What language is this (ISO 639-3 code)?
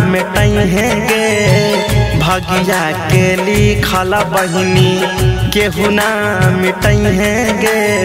bho